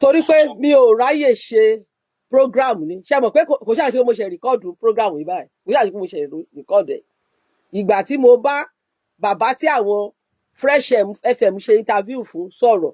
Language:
Yoruba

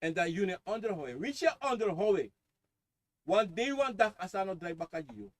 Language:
Sranan Tongo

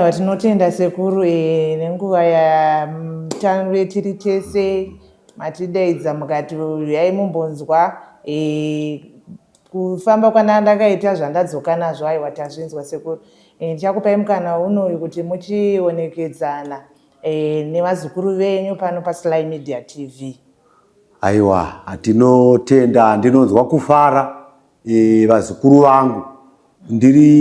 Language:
Shona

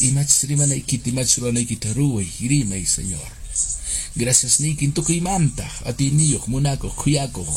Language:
Quechua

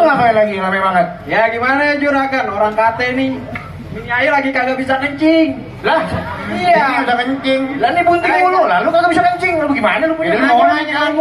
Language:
Betawi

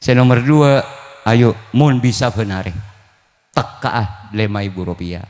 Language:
Madurese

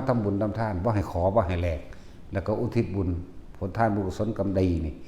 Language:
Lao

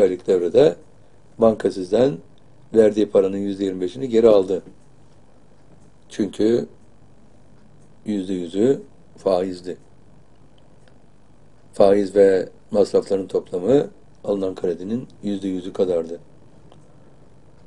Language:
Turkish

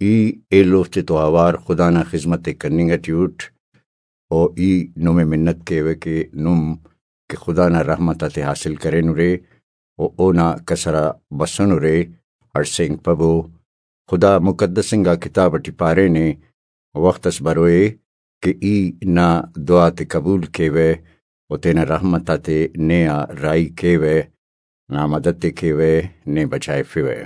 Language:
Brahui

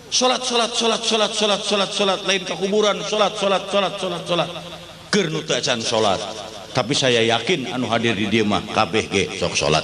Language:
Sundanese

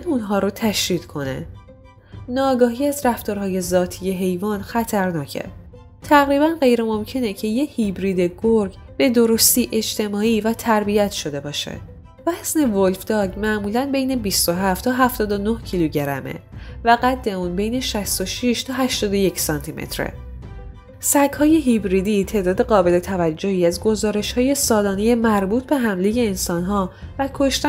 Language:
Persian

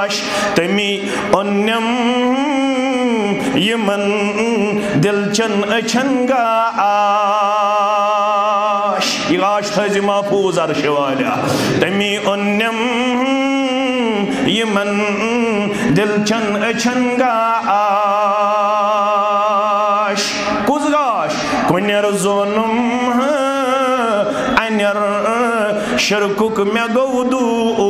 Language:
Kashmiri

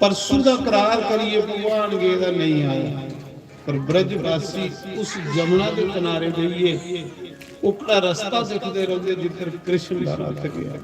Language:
Dogri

